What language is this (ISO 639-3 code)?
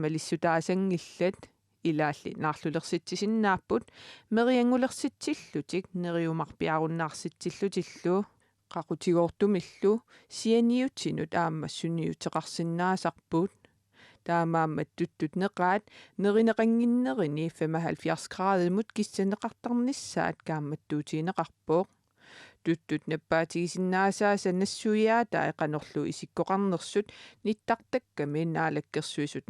kal